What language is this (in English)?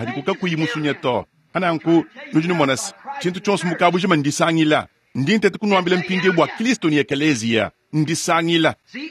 Luba-Lulua